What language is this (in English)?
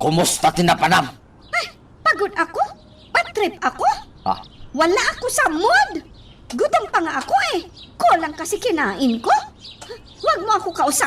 Iloko